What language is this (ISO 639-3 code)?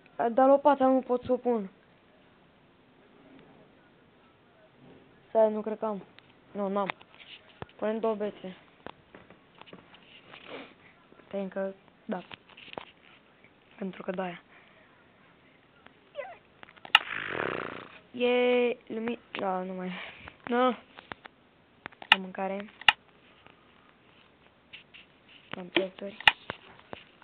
ron